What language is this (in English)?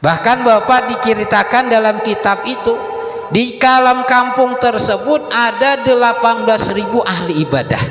Banjar